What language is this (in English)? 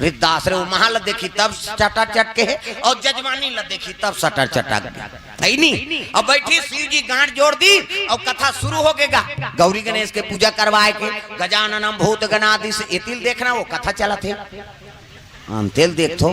Chhattisgarhi